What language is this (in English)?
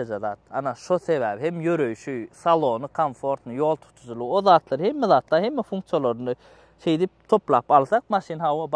Turkmen